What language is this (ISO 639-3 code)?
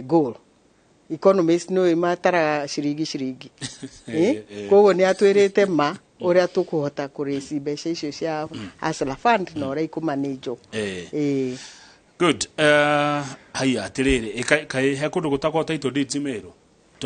kik